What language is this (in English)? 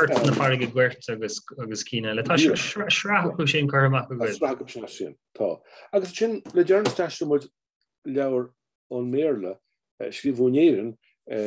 Irish